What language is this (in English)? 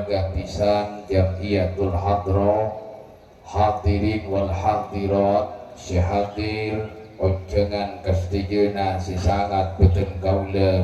Madurese